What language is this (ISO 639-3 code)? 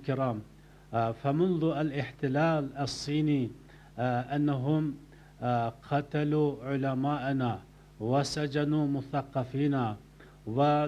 ary